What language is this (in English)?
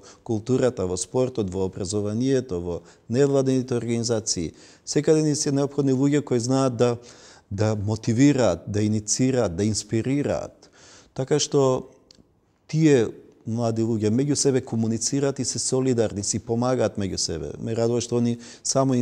Macedonian